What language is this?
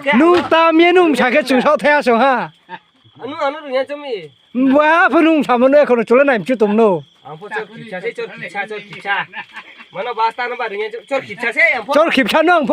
Riang (India)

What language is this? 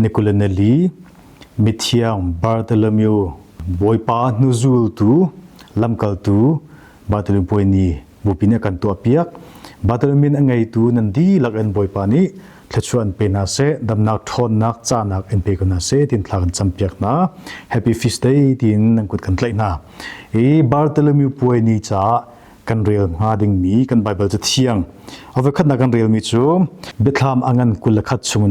Hakha Chin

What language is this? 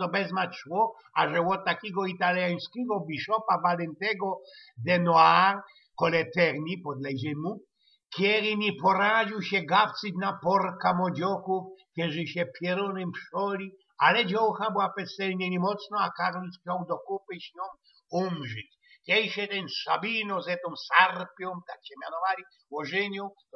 Silesian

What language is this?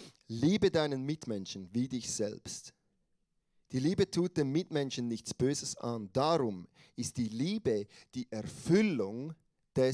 Swiss German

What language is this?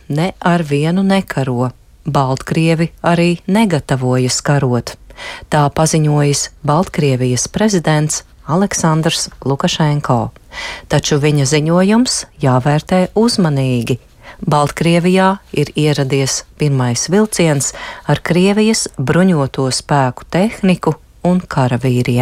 Latvian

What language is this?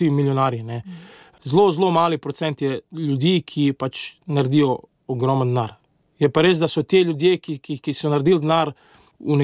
Slovenian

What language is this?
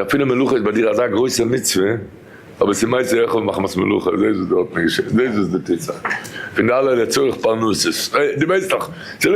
Yiddish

